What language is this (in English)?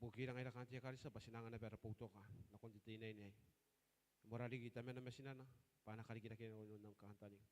Gilbertese